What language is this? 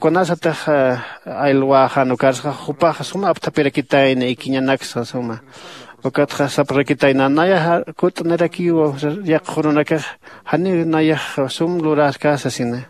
Aymara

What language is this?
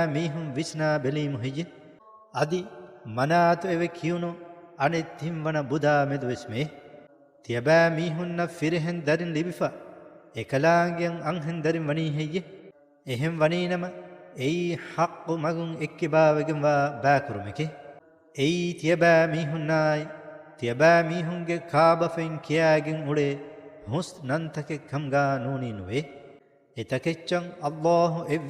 Divehi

